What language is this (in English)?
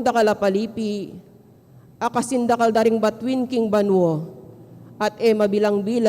Pampanga